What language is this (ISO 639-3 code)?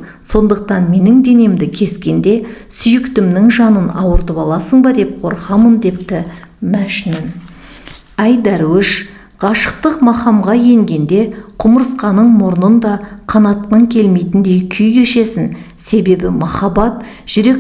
kaz